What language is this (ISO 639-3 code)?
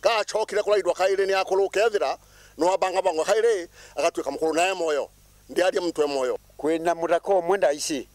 mer